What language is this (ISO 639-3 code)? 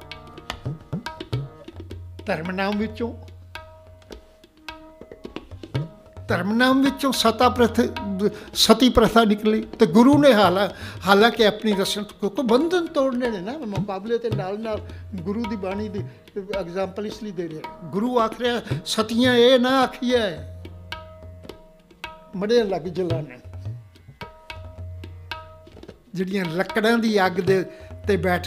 pan